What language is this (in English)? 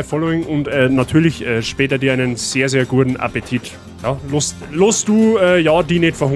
Bavarian